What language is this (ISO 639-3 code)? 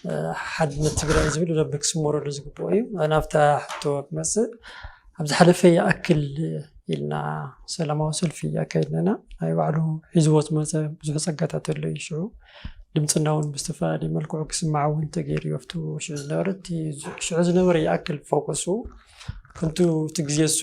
tir